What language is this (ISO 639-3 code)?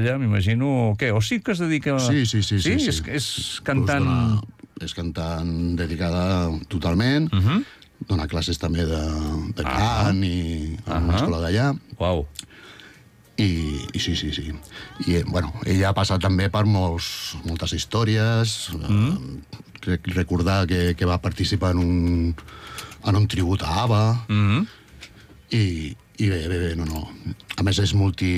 cat